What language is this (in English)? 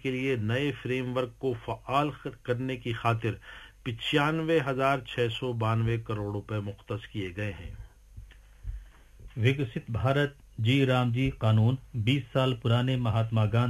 Urdu